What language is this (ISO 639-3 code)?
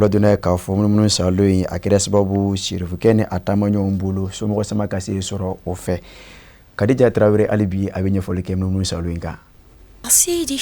bam